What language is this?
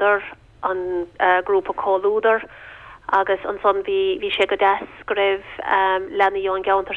Irish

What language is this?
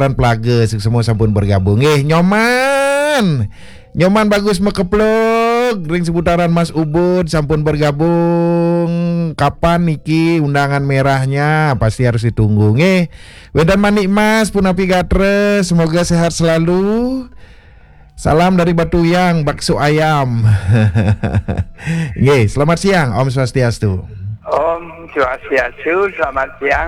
Balinese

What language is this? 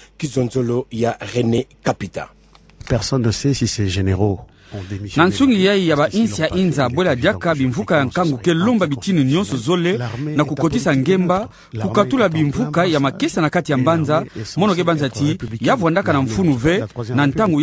Kituba (Democratic Republic of Congo)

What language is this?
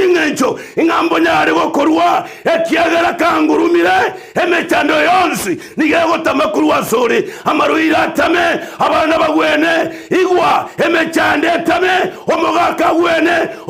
Gusii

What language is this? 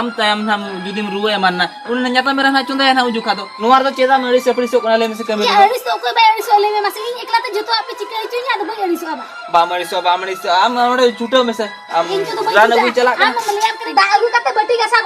Santali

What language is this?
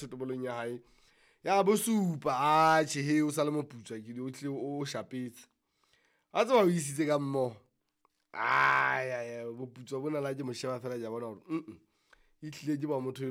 Southern Sotho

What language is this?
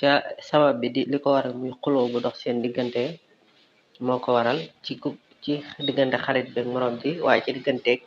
Wolof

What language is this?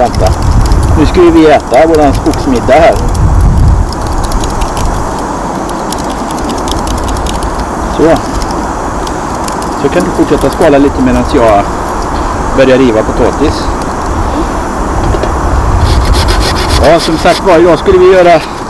Swedish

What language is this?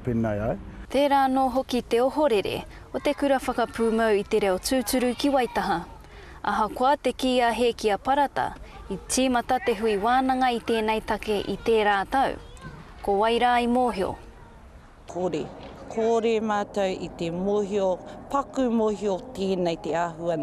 Māori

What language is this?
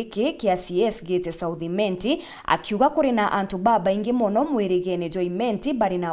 Meru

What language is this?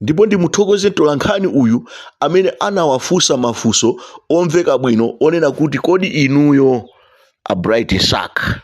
Nyanja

